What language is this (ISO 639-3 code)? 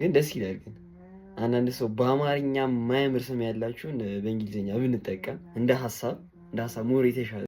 amh